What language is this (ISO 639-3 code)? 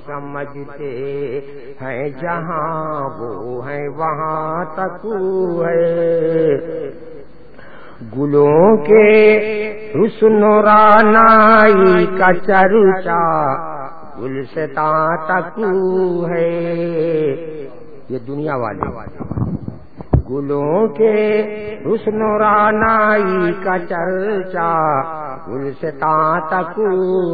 urd